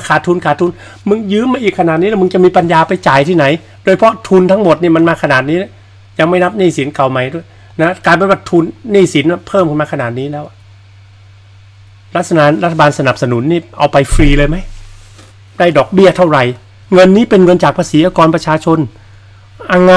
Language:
Thai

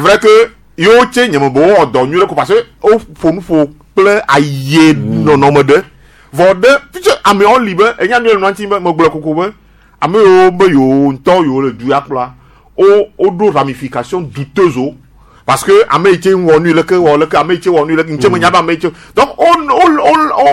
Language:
Gen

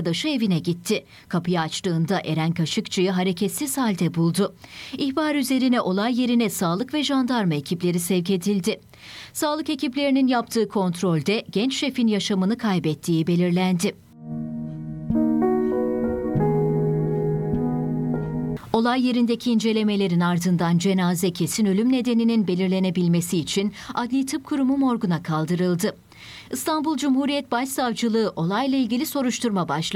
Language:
Turkish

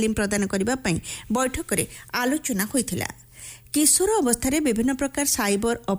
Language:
Odia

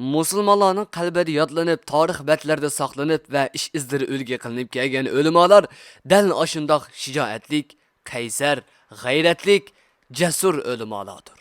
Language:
Uyghur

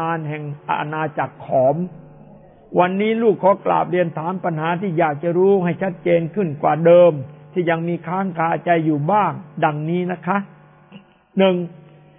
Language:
Thai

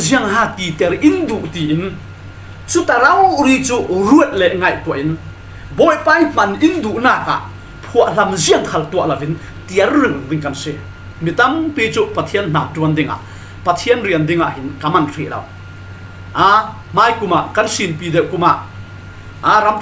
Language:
Falam Chin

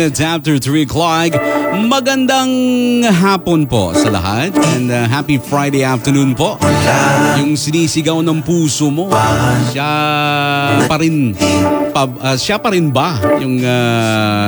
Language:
Filipino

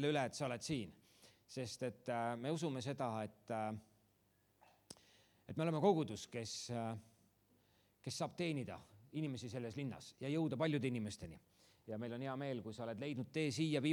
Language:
Estonian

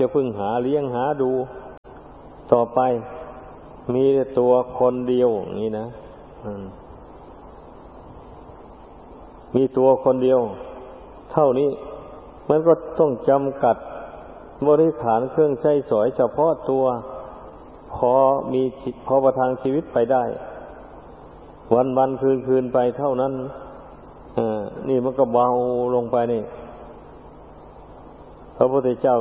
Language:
Thai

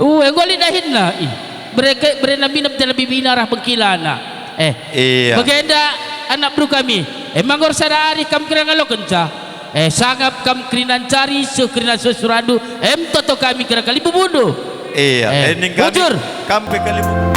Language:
Batak Karo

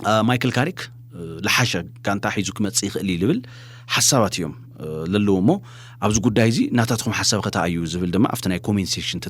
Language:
Tigrinya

